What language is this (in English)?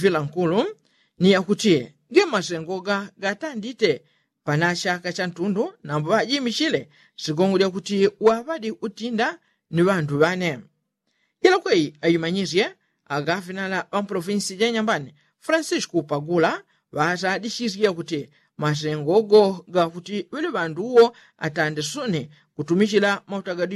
Yao